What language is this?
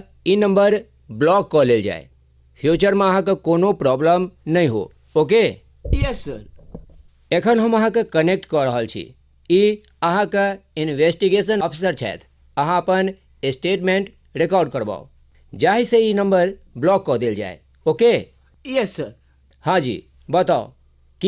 Maithili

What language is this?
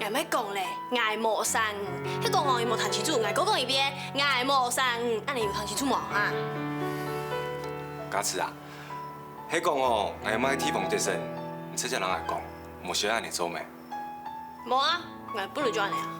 Hakka Chinese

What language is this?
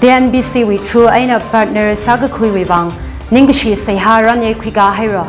Tangkhul Naga (India)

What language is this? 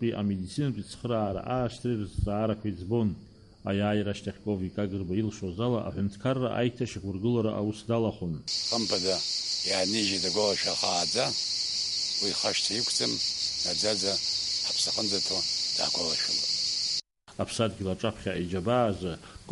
Abkhazian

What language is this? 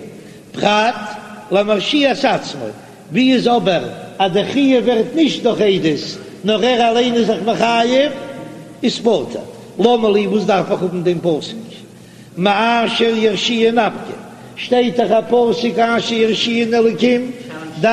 Yiddish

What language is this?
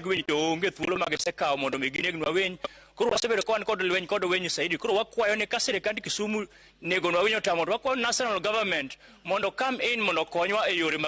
Luo (Kenya and Tanzania)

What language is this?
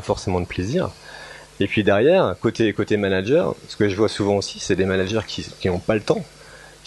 French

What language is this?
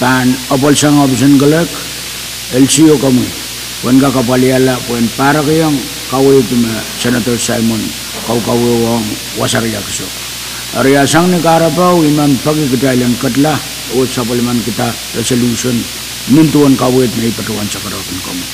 Pohnpeian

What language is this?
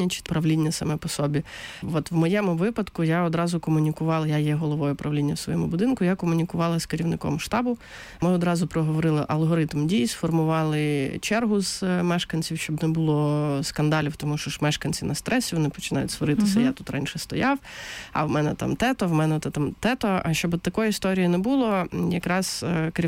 Ukrainian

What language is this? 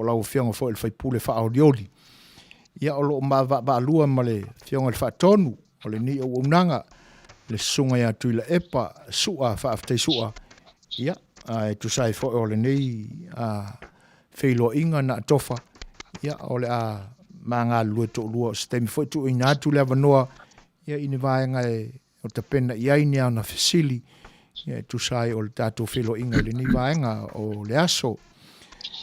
Samoan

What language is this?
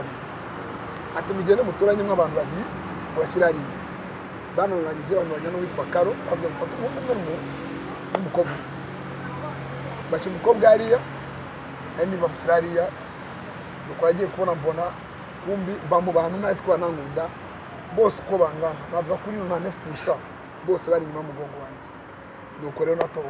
Kinyarwanda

